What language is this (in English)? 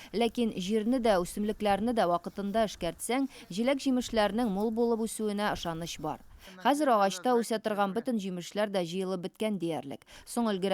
Tatar